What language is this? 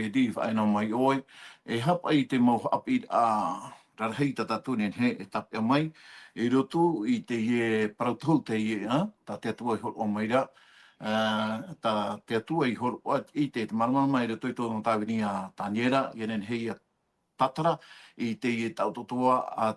Tahitian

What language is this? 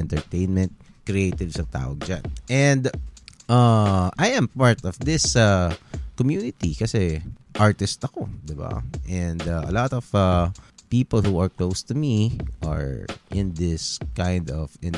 Filipino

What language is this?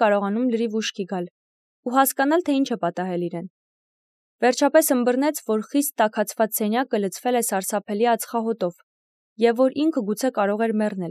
Armenian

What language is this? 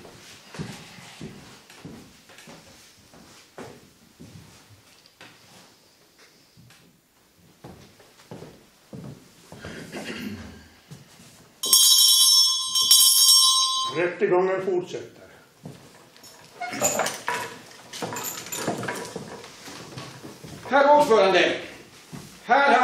Swedish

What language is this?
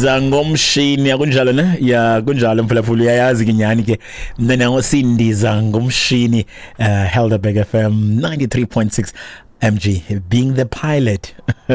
Xhosa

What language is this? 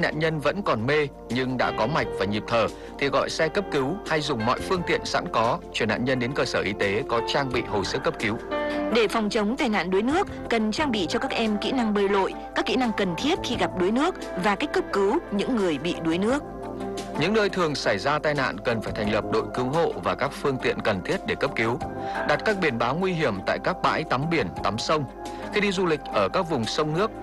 Vietnamese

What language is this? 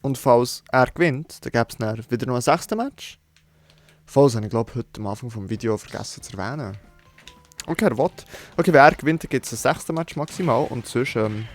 Swiss German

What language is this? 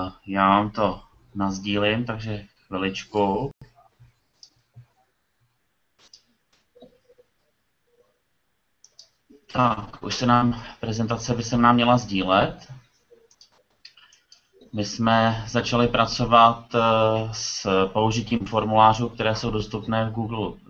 Czech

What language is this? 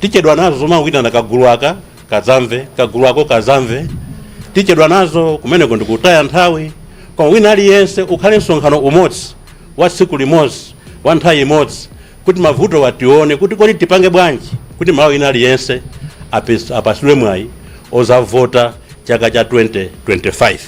Nyanja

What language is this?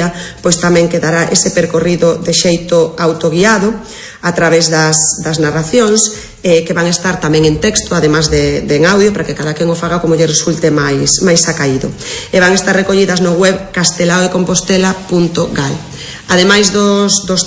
Galician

